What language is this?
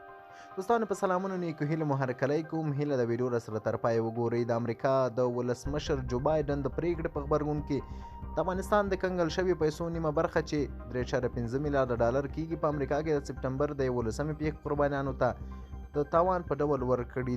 Pashto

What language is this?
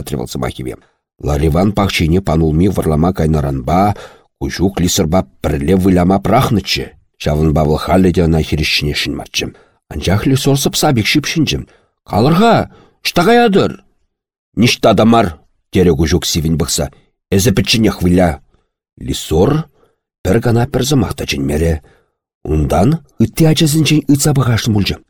Chuvash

